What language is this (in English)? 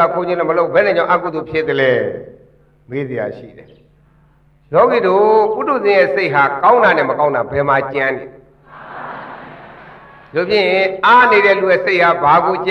Burmese